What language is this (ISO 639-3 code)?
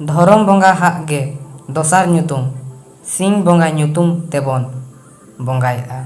sat